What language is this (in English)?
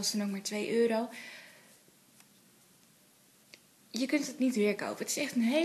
Dutch